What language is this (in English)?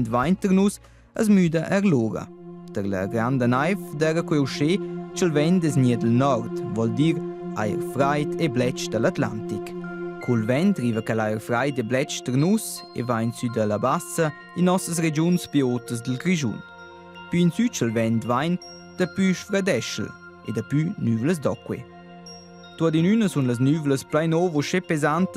Romansh